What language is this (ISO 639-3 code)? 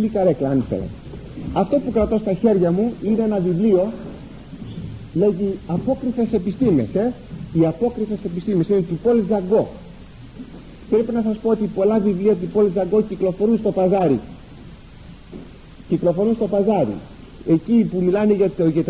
ell